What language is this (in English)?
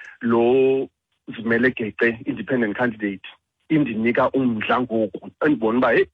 Xhosa